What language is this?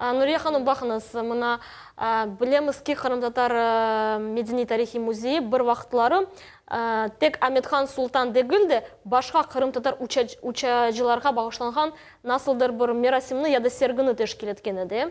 Crimean Tatar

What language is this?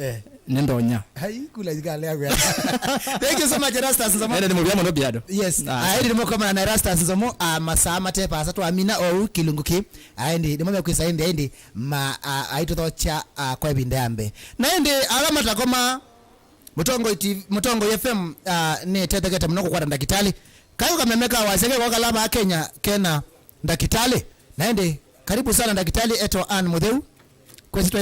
Kamba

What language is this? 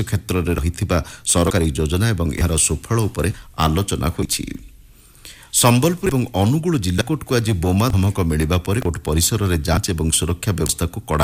Odia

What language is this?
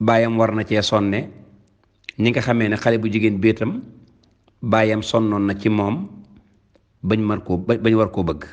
Wolof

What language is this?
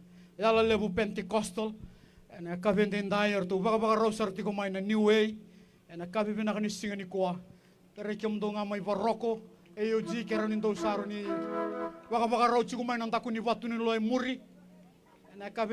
Fijian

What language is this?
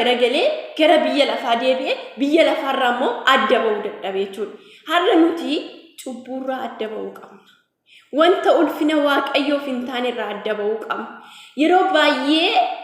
Oromo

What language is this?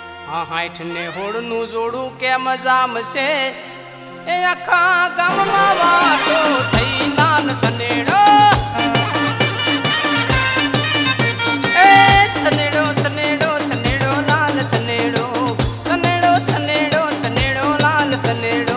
Gujarati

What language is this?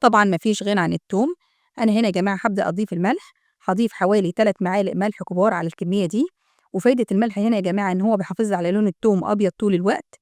Egyptian Arabic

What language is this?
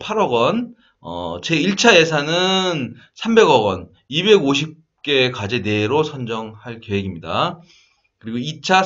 Korean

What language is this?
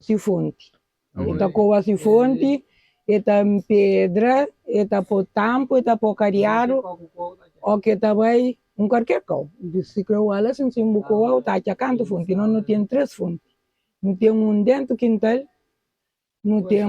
Kabuverdianu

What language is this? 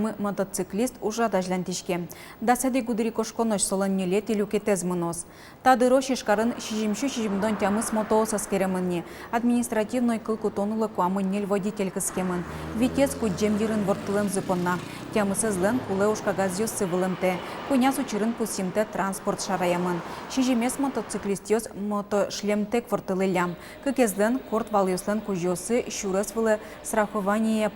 Udmurt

